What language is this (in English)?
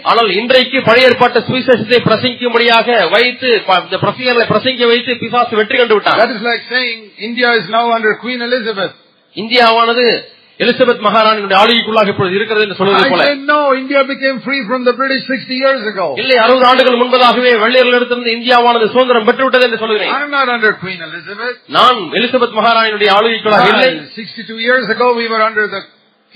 Tamil